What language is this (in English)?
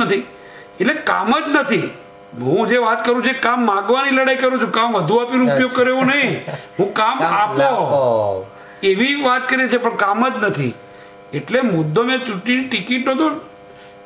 Gujarati